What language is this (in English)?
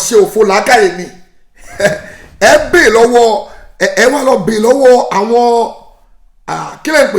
Yoruba